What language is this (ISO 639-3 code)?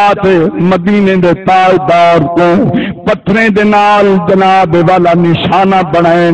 skr